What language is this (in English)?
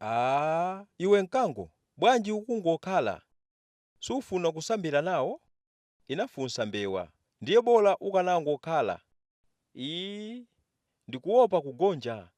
Nyanja